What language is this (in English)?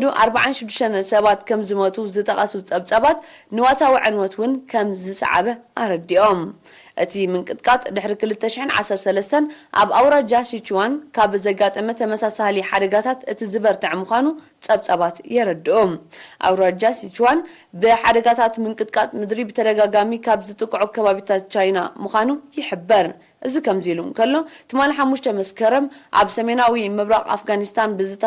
Tigrinya